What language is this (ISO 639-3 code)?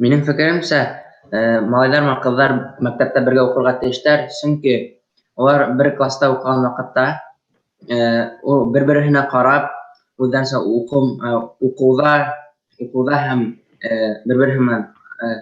bak